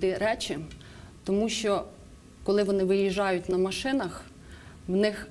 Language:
Ukrainian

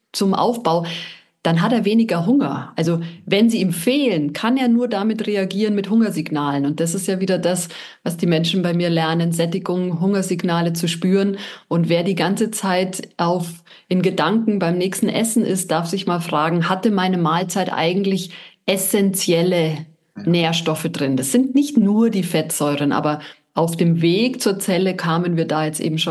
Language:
German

